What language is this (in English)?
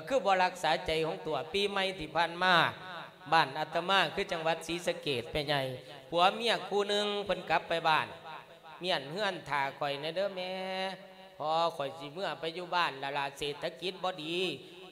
Lao